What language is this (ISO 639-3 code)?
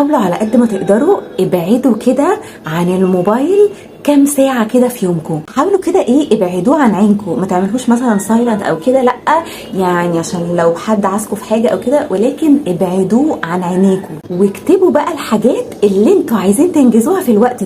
arz